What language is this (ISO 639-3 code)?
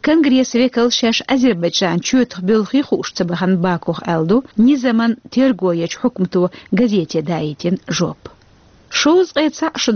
che